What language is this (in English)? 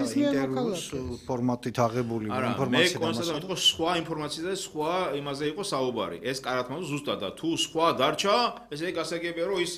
Georgian